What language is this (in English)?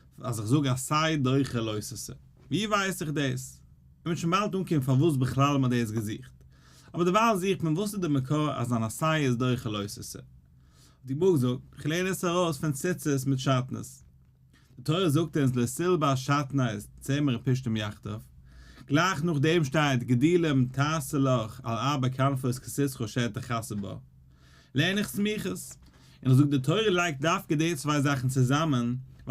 Yiddish